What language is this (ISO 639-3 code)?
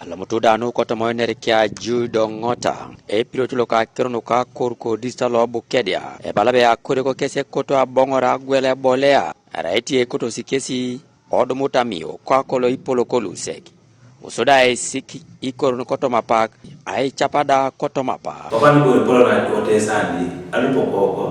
teo